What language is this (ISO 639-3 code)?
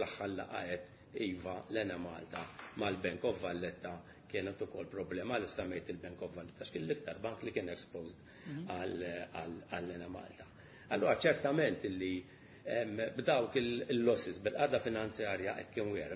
mlt